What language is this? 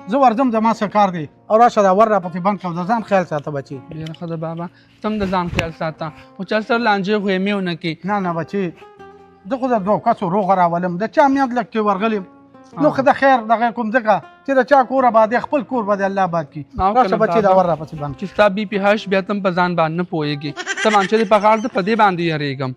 Pashto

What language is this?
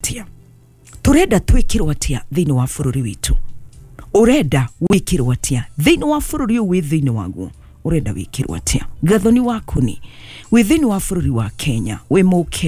Kikuyu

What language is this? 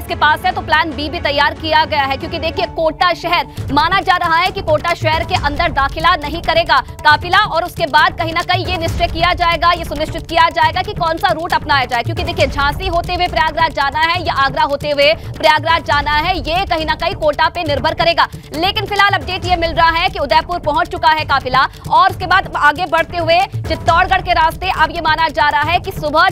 Hindi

